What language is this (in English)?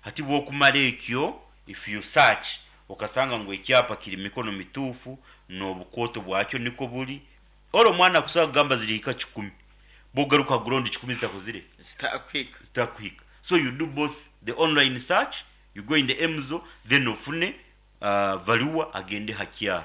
Nyankole